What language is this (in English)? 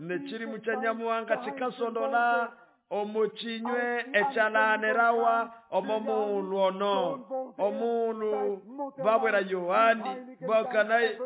Nande